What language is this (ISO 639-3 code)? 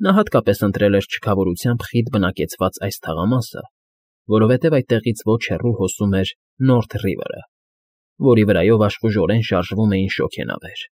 hye